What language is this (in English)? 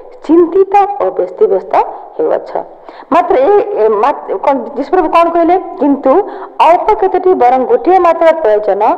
Odia